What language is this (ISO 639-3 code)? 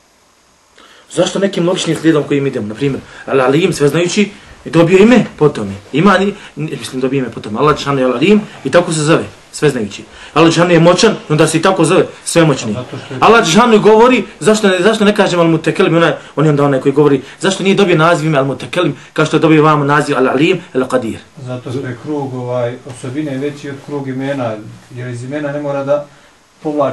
bos